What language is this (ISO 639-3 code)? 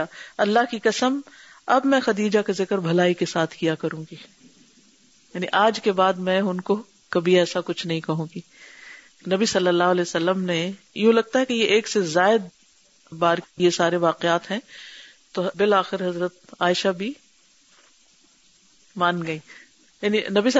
urd